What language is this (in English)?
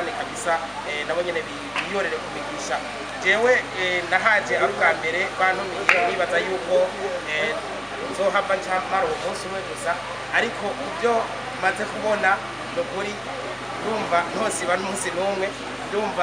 Rundi